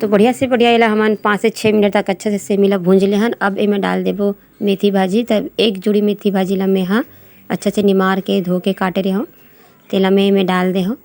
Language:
Chhattisgarhi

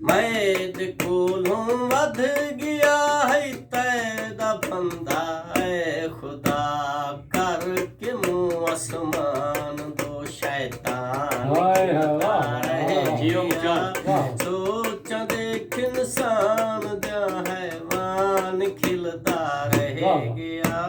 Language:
Saraiki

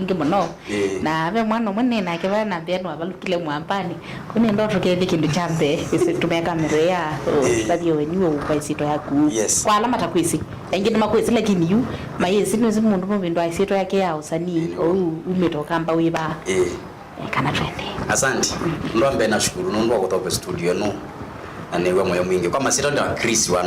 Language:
Kamba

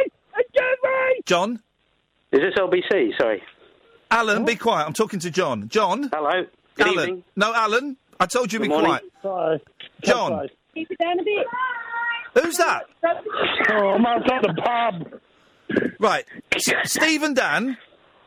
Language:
English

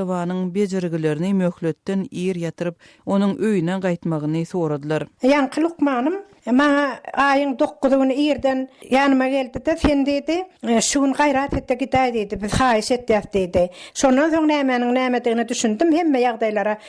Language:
Turkmen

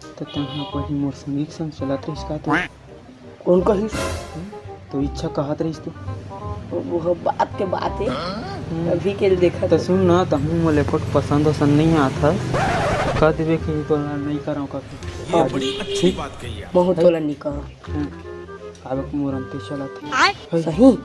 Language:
Chhattisgarhi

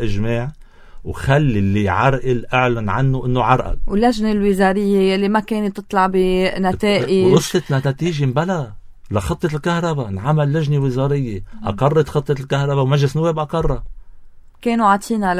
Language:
North Levantine Arabic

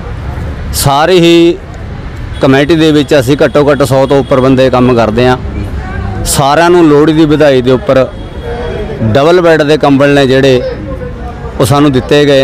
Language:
Punjabi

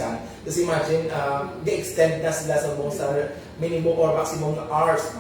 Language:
Hiligaynon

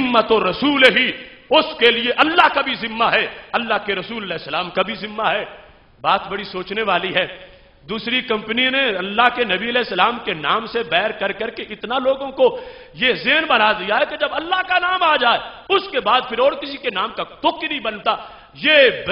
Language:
Urdu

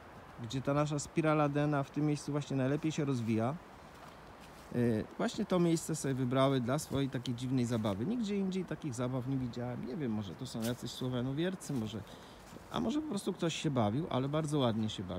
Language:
Polish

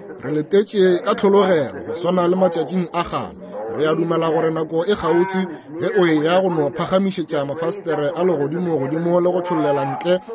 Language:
Northern Sotho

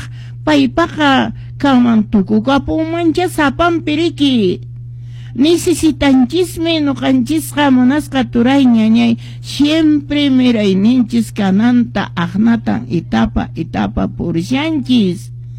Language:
Quechua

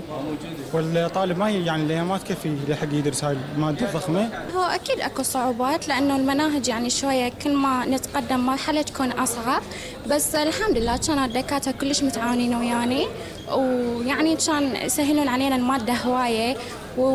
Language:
Mesopotamian Arabic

